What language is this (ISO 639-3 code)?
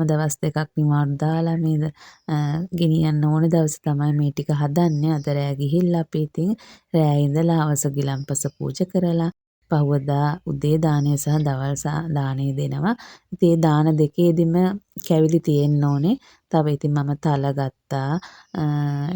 sin